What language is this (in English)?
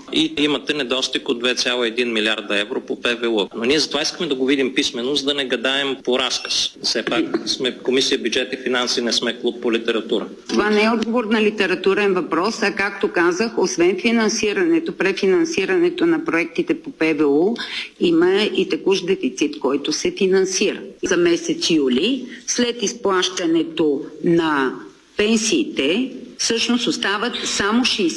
Bulgarian